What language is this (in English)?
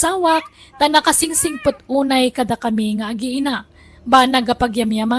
Iloko